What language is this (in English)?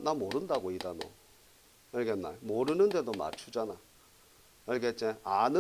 Korean